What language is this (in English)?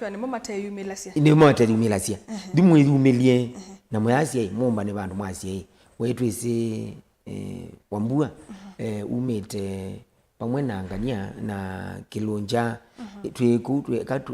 Kamba